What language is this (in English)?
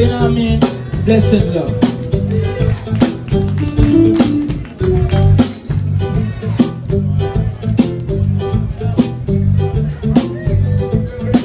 English